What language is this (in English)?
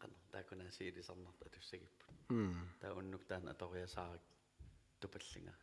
Kalaallisut